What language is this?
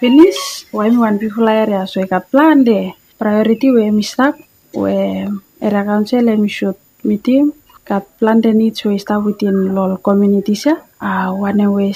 Bislama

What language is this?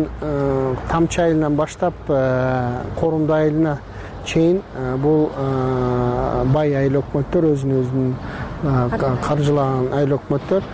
Kyrgyz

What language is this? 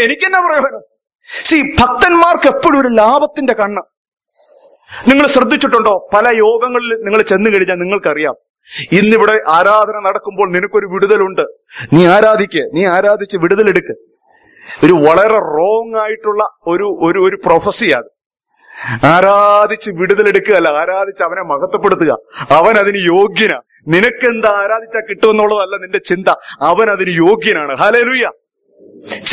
Malayalam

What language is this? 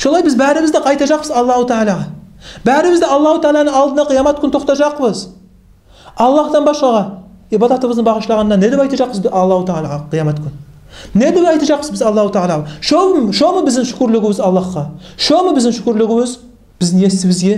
Kumyk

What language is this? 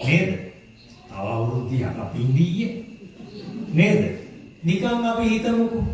Sinhala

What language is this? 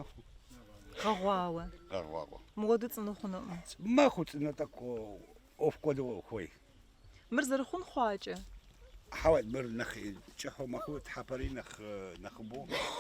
Kabardian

